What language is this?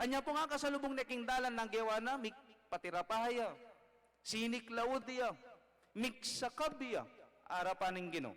Pampanga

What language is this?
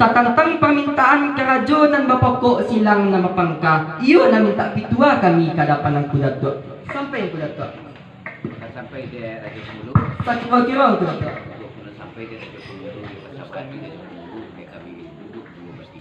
Minangkabau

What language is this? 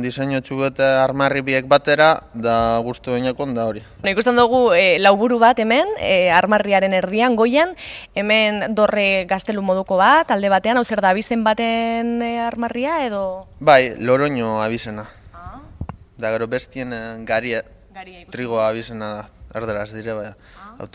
Basque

